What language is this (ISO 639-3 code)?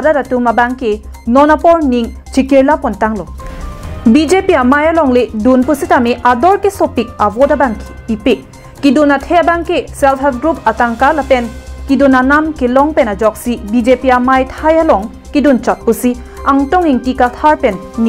mjw